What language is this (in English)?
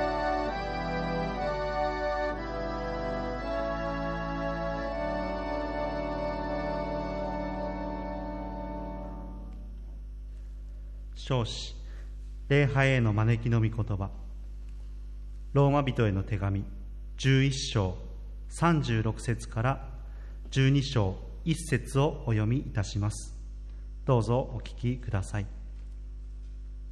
Japanese